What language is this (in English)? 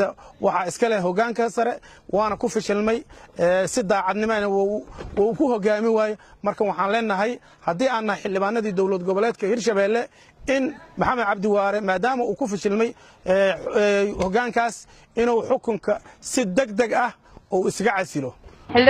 Somali